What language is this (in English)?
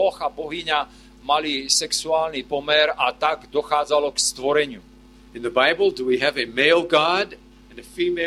Slovak